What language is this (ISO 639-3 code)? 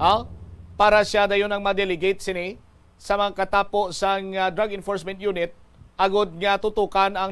hil